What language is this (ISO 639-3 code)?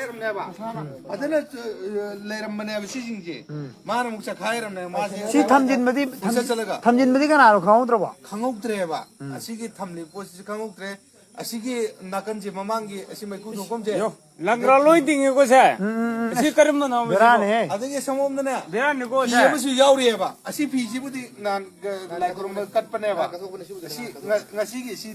mni